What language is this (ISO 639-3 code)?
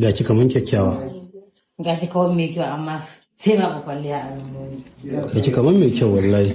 hau